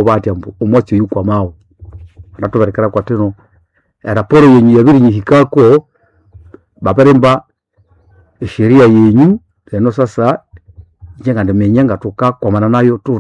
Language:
Nande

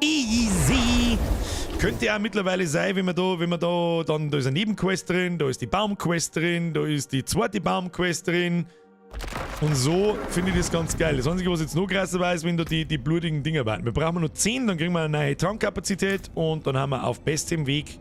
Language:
Bavarian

